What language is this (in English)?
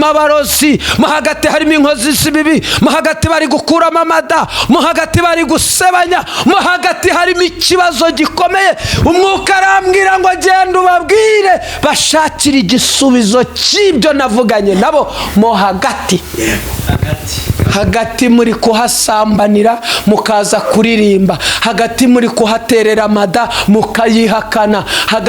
Kinyarwanda